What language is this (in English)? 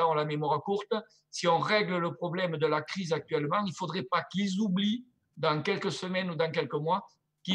French